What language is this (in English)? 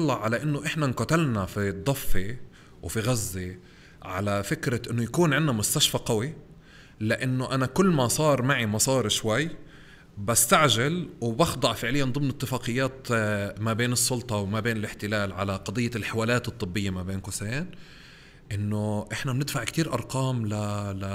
North Levantine Arabic